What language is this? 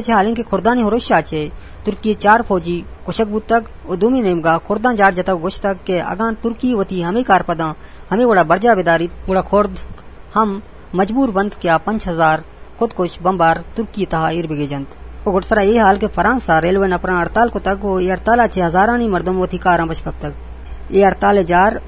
Eastern Balochi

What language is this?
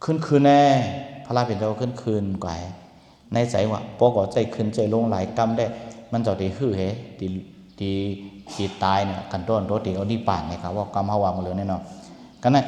Shan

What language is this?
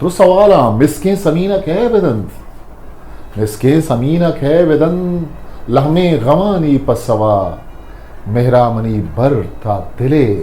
Eastern Balochi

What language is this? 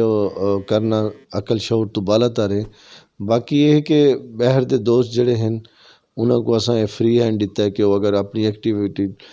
Saraiki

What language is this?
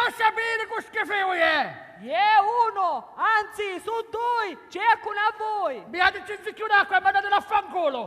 Sicilian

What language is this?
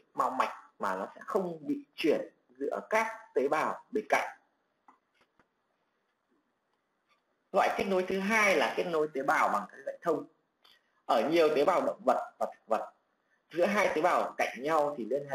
Vietnamese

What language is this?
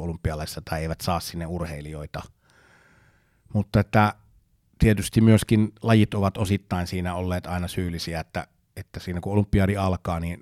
Finnish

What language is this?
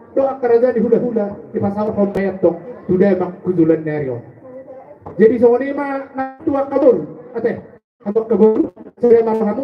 Batak Toba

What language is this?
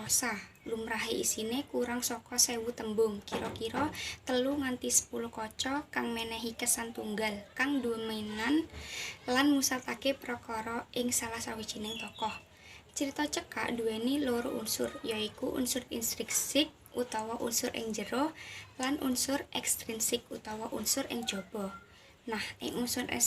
Javanese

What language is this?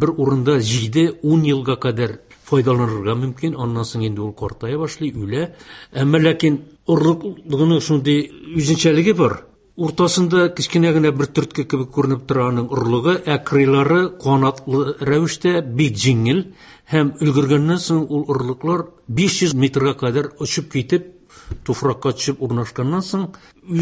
Tatar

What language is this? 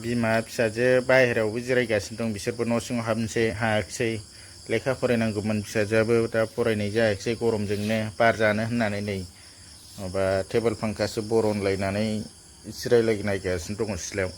Bodo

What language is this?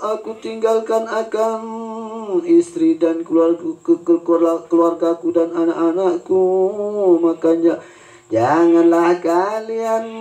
Sasak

